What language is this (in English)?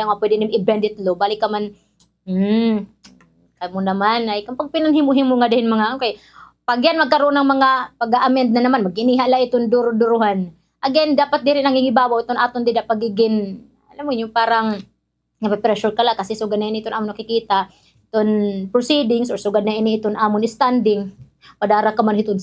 Waray